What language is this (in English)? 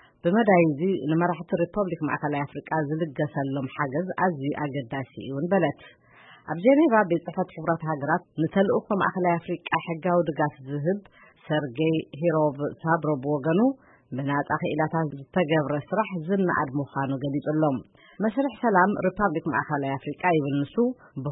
Tigrinya